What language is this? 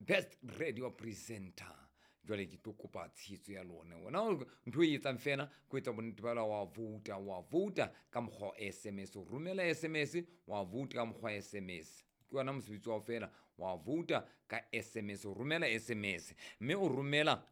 Southern Sotho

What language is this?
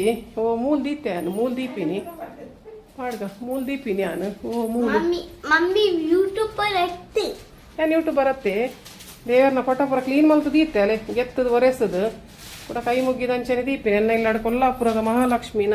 Tulu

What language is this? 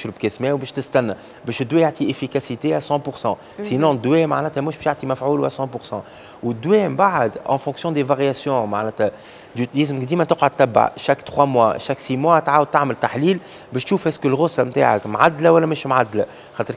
Tunisian Arabic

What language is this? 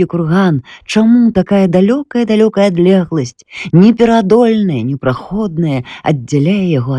Belarusian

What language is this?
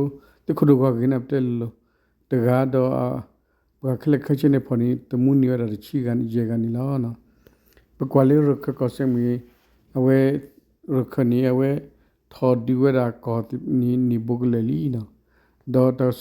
S'gaw Karen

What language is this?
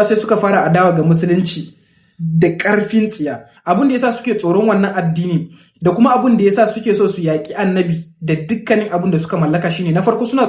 Hausa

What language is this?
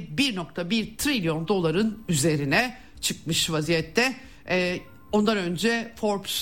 Turkish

